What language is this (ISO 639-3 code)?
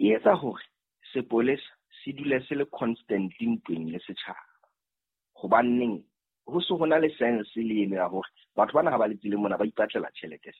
sot